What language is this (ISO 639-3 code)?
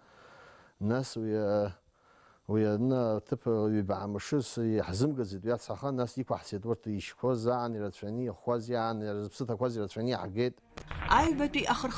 abk